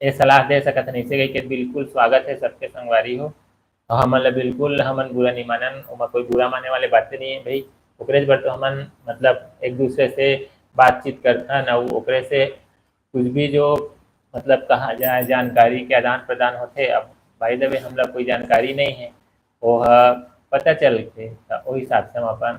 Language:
Chhattisgarhi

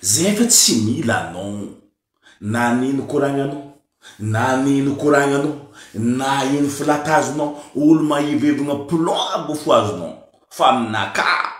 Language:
Malagasy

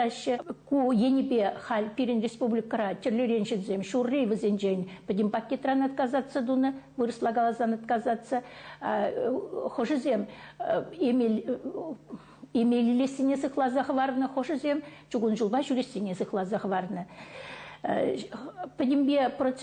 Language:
Chuvash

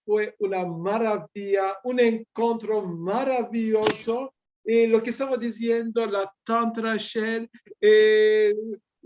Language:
Ladino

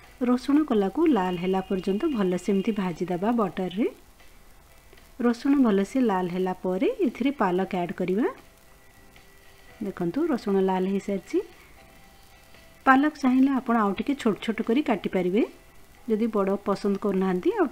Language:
Odia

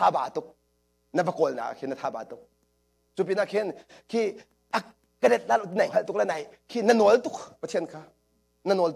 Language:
Hakha Chin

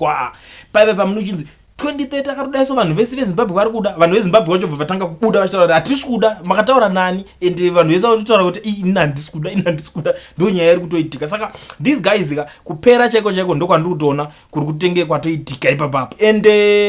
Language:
Shona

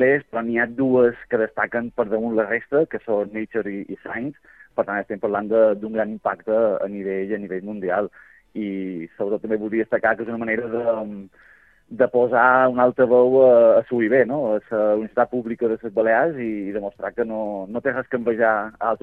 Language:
Catalan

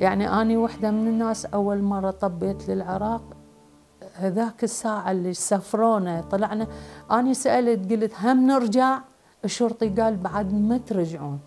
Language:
Mesopotamian Arabic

